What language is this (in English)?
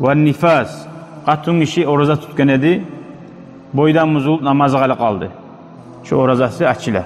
Kumyk